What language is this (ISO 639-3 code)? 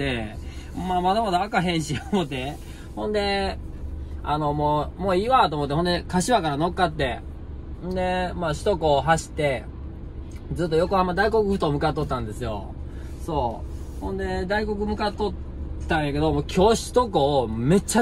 jpn